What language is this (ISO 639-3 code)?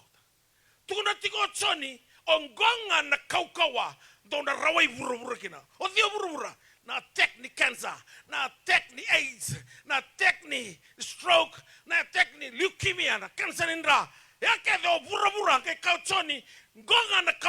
fij